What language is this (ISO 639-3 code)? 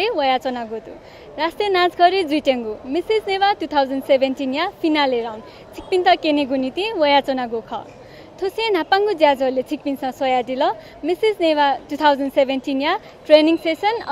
new